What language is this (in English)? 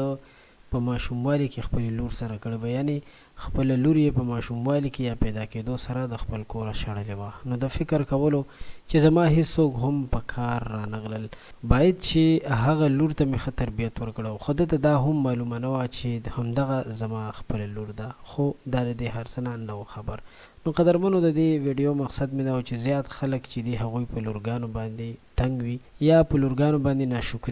Pashto